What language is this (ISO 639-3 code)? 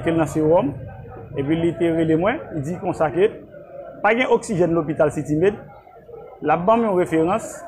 hat